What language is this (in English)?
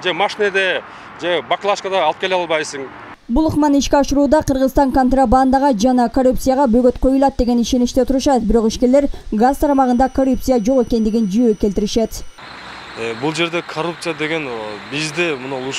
Kyrgyz